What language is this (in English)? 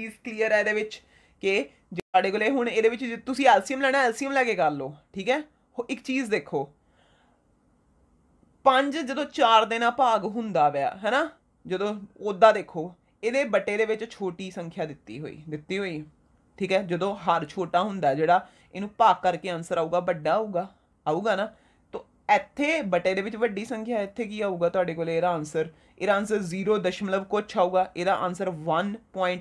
Punjabi